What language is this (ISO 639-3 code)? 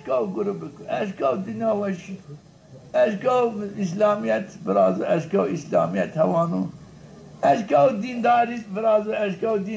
zza